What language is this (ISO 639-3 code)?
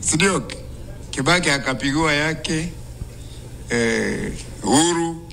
mer